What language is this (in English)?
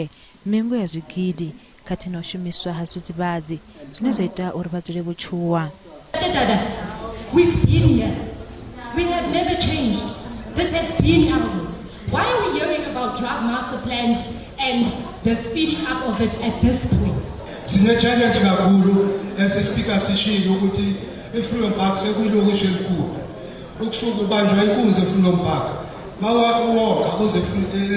Venda